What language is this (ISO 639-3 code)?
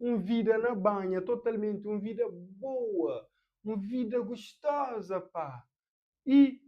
kea